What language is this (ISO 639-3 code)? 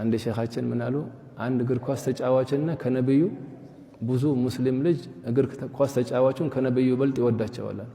amh